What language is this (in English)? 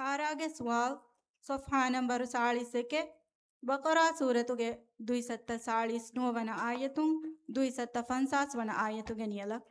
Divehi